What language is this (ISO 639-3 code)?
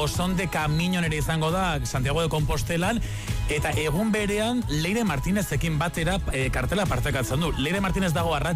eus